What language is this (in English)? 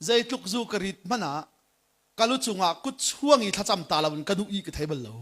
Hakha Chin